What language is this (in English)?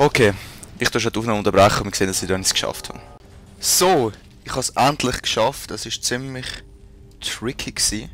Swiss German